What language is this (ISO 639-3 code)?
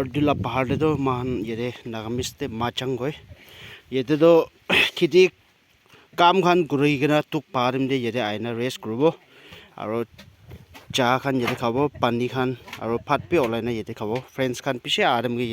nag